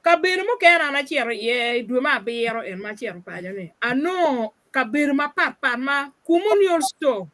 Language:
Acoli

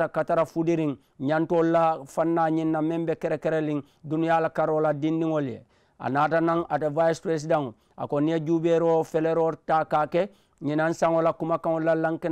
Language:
Mandingo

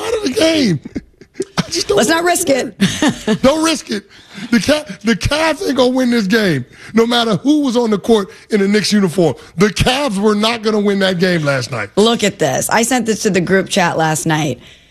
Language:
English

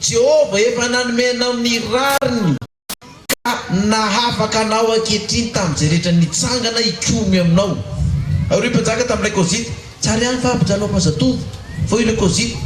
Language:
Malagasy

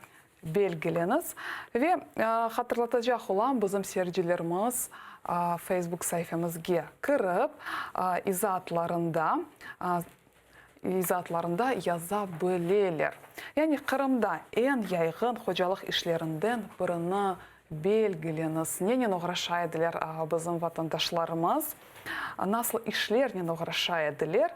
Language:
Crimean Tatar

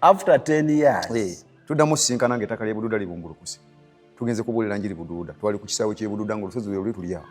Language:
Ganda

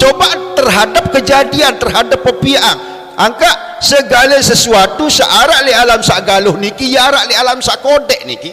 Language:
Sasak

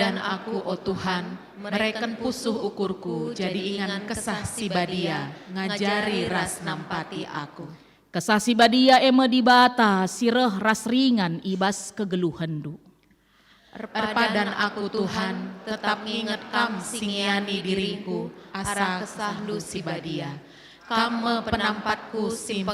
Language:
Batak Karo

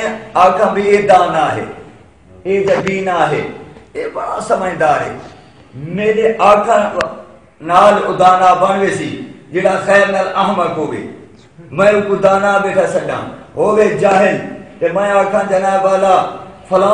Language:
Saraiki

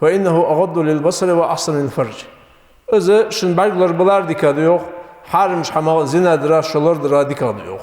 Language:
Ingush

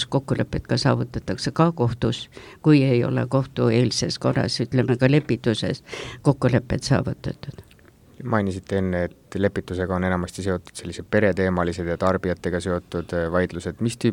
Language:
Estonian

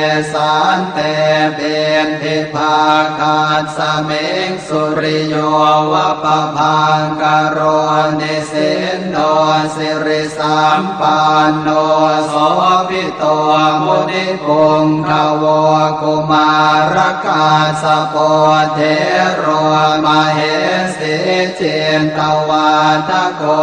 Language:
Pali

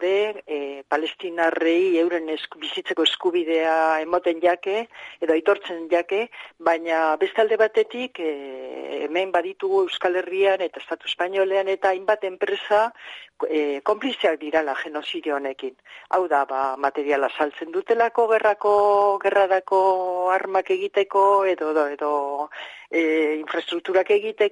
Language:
Basque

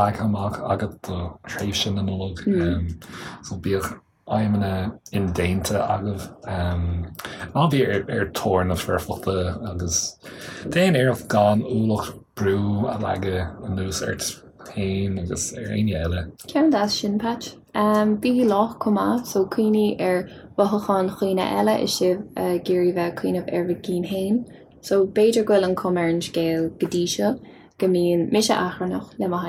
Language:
Irish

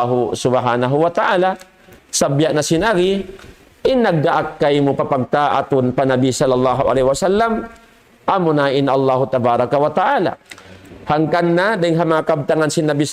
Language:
Tausug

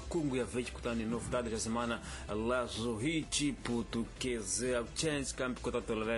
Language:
Tsonga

